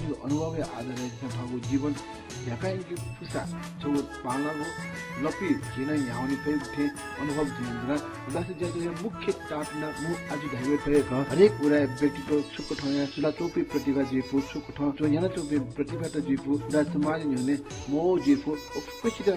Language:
Newari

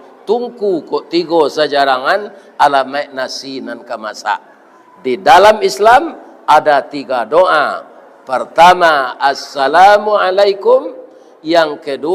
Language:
Minangkabau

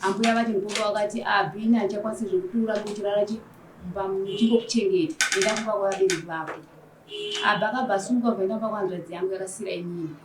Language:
Shona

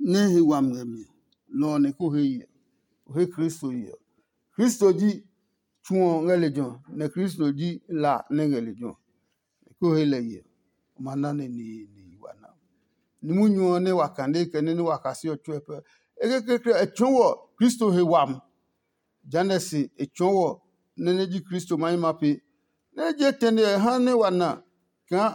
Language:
Adangme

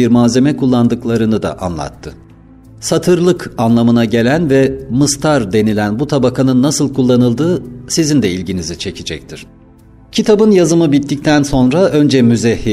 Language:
Turkish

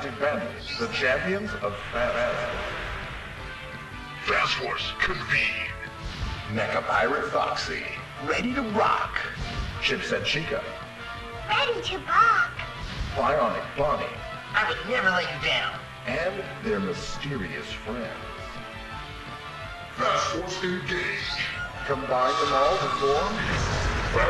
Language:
English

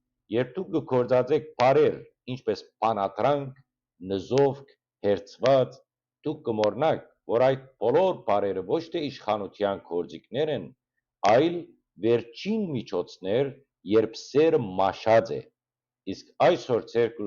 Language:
Western Armenian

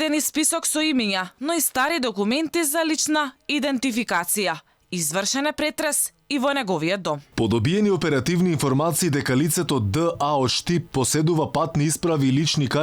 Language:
Macedonian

